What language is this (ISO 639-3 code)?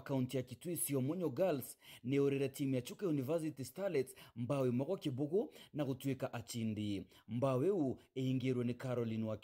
mer